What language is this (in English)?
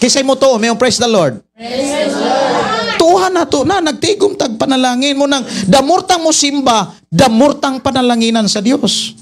Cebuano